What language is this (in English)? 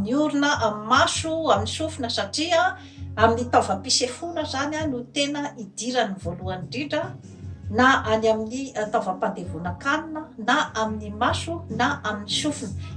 Malagasy